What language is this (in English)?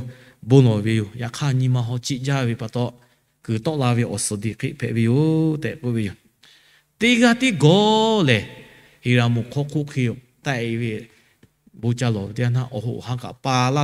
Lahu